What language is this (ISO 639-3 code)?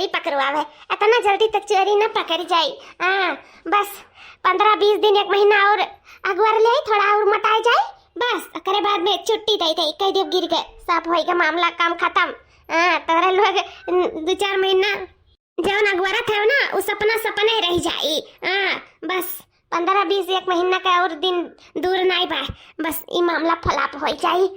awa